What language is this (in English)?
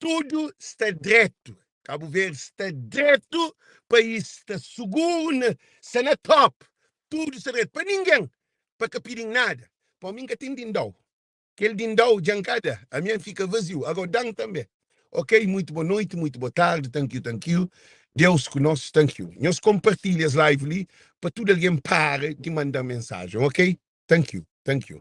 Kabuverdianu